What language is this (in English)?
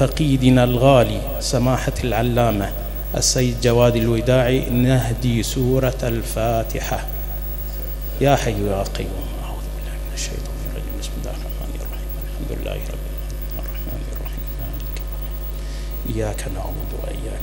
Arabic